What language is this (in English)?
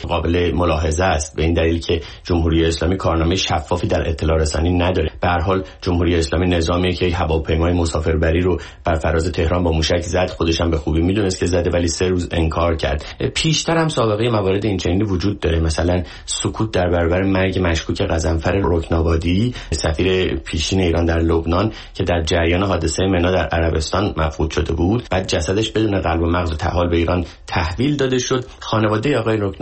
Persian